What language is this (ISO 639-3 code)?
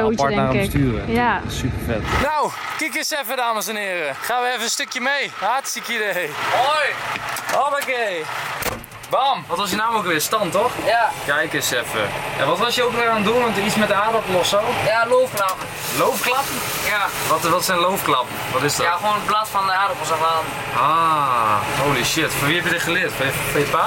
nld